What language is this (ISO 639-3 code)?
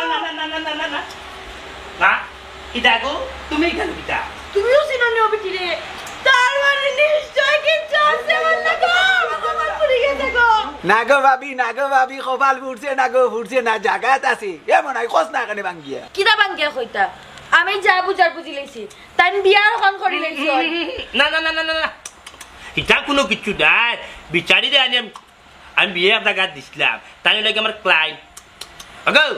syl